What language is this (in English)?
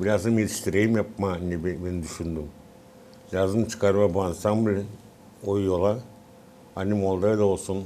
Gagauz